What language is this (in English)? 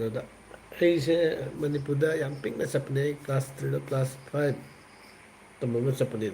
Manipuri